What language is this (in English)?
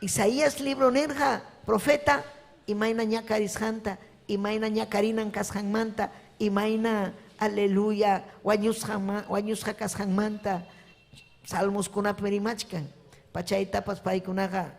Ayacucho Quechua